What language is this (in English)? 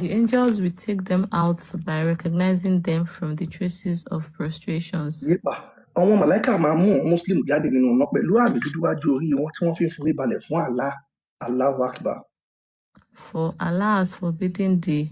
Yoruba